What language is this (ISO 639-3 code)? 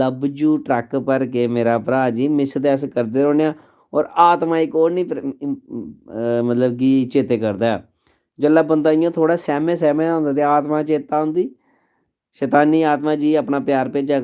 doi